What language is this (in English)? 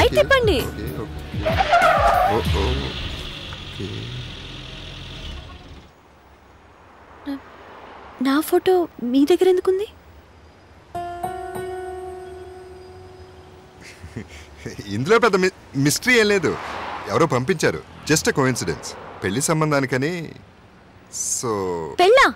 Telugu